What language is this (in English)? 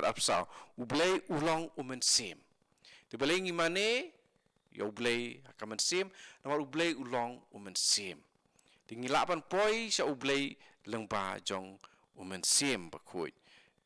Khasi